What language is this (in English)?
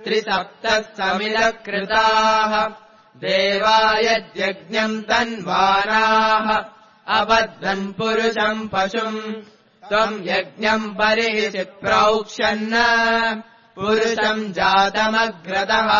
Sanskrit